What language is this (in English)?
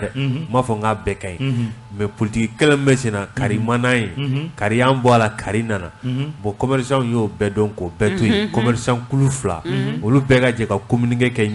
Bambara